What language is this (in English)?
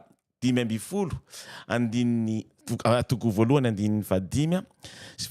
Malagasy